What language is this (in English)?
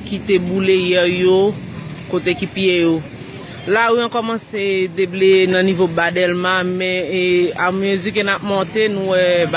Haitian Creole